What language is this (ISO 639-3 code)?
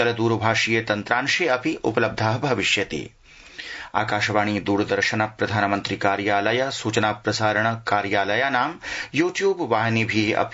san